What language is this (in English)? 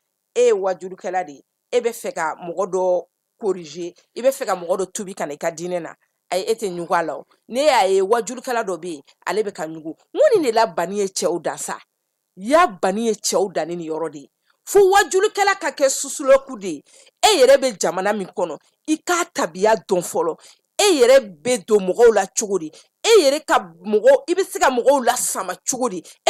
Bambara